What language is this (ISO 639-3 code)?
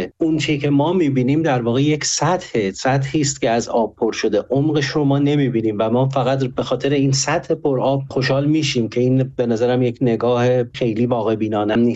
fas